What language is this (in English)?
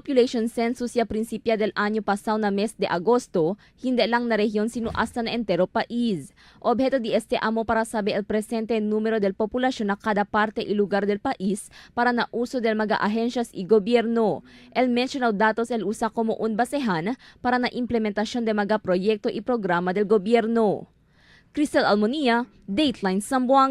Chavacano